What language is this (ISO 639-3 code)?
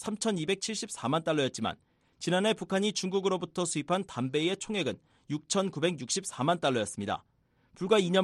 kor